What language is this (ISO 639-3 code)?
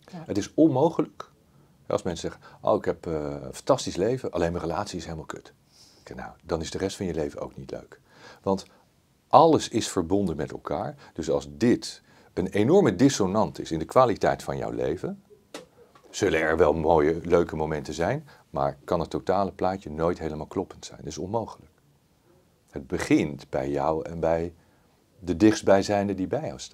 nld